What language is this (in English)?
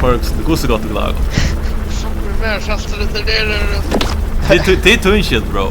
Faroese